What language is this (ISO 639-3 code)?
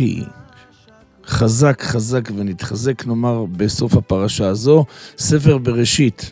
heb